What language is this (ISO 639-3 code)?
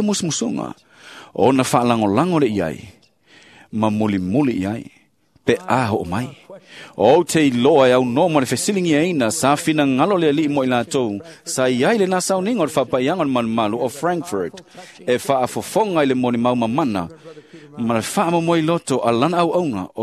smo